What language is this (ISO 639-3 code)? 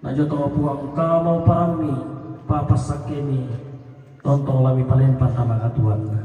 sda